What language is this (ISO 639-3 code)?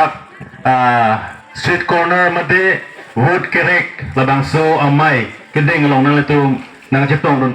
mjw